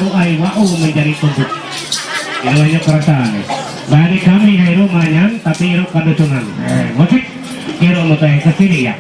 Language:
Ma'anyan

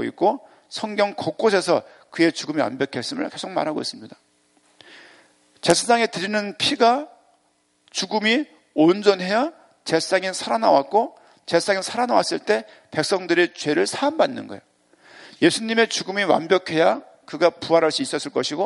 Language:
Korean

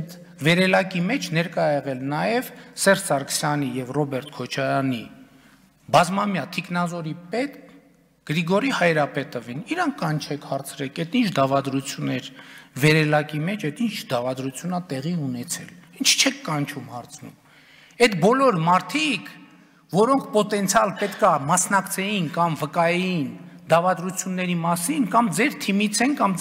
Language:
Armenian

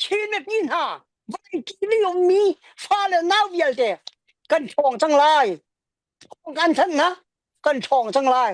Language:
Hakha Chin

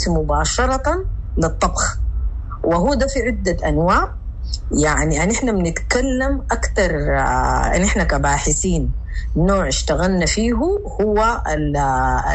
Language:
Sudanese Arabic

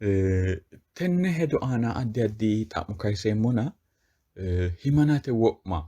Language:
Sidamo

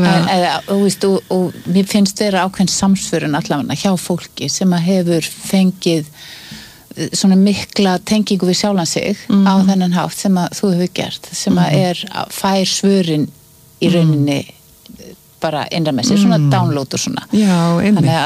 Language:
Icelandic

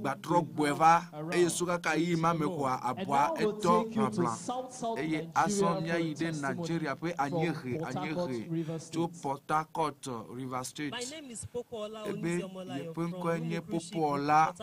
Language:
Ewe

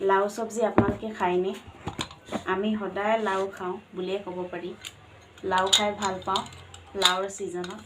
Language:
Assamese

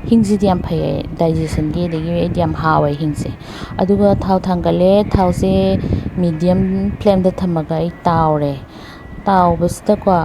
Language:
Manipuri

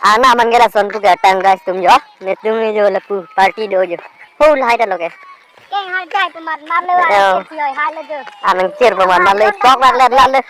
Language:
Karbi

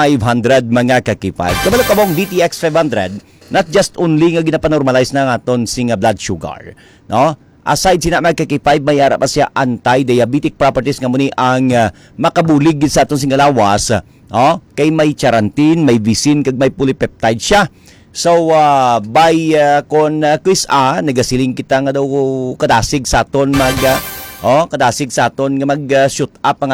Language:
Hiligaynon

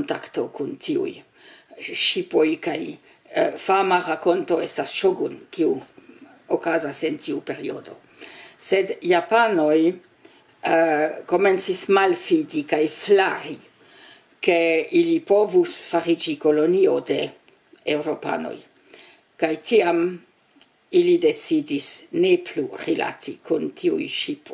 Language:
Esperanto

